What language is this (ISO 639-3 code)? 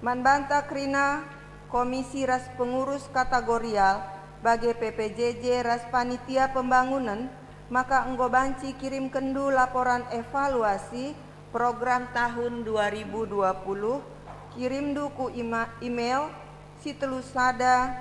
btx